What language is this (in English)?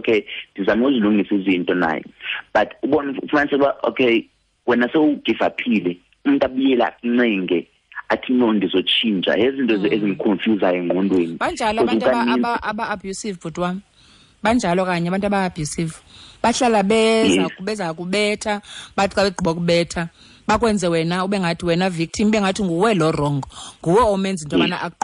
Xhosa